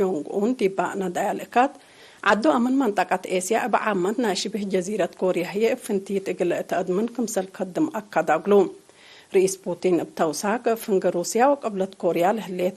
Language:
Tigre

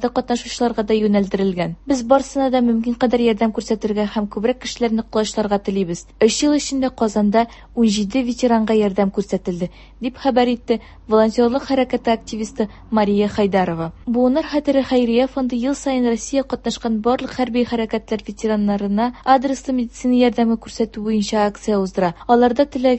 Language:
Tatar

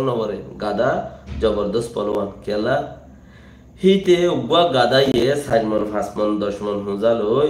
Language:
Rohingya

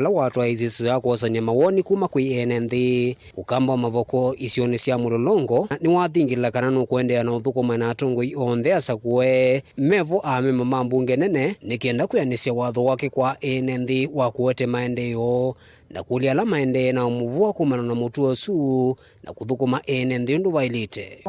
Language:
Kamba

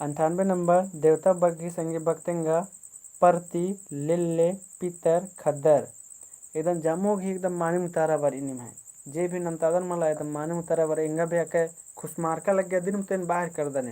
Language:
Kurukh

